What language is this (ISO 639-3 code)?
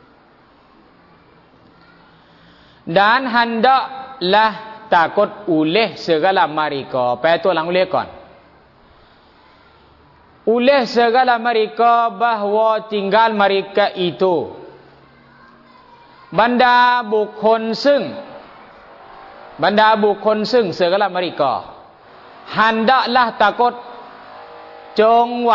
tha